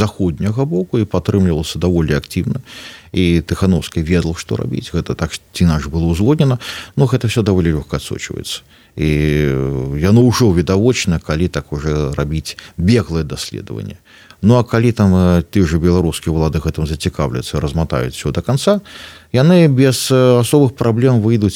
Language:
Belarusian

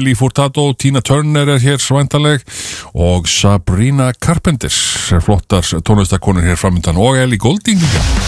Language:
Icelandic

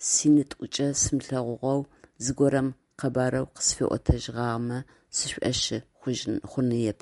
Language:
Adyghe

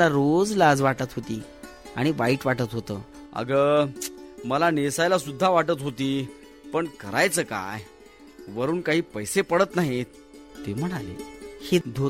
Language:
Marathi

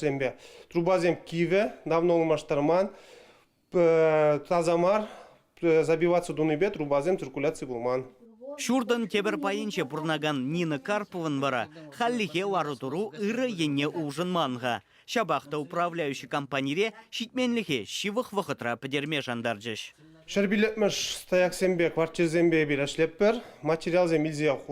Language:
Chuvash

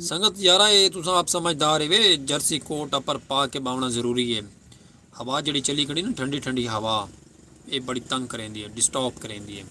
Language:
Saraiki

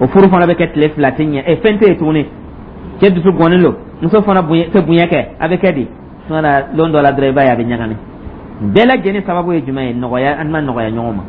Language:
Dyula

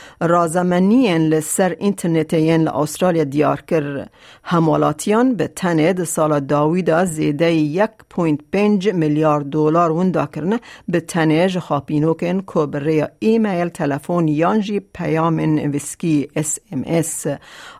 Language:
Kurdish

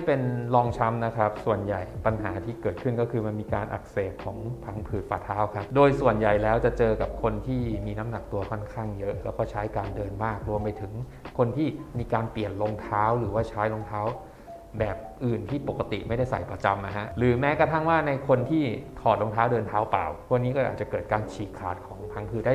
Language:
Thai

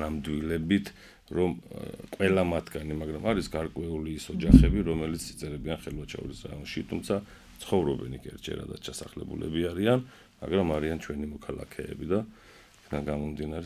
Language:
Georgian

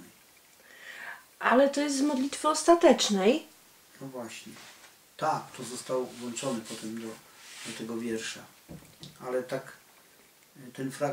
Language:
Polish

